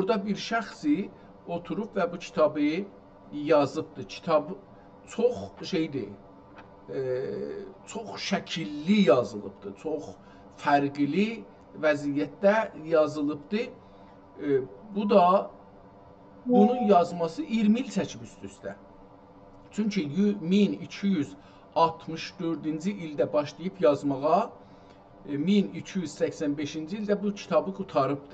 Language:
South Azerbaijani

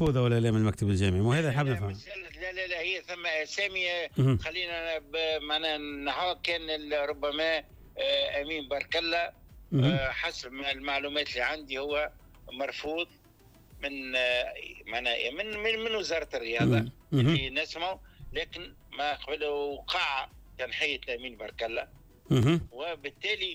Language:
Tunisian Arabic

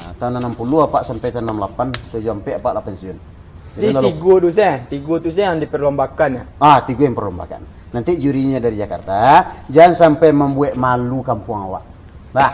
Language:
Minangkabau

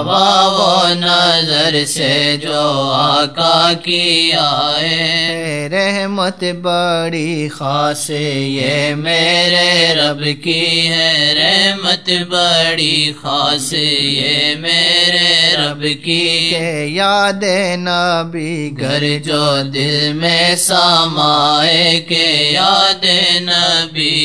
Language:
Urdu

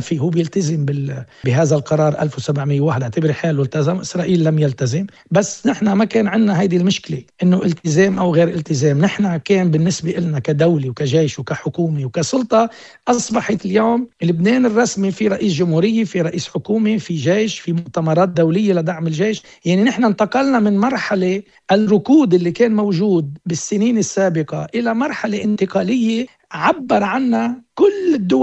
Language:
North Levantine Arabic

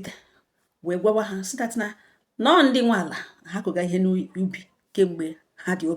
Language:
Igbo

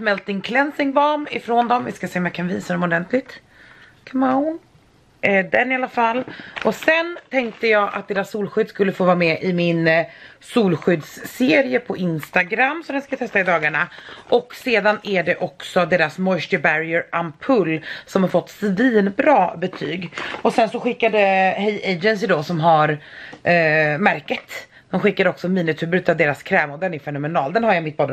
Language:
Swedish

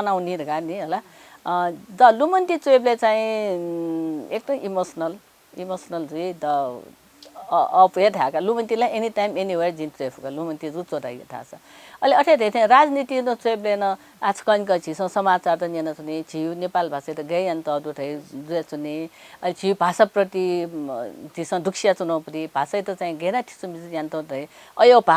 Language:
Newari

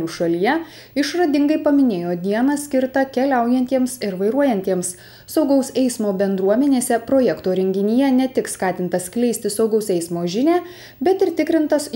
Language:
Lithuanian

